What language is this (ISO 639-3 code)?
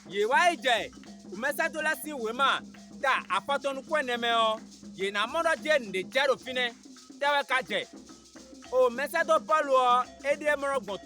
fon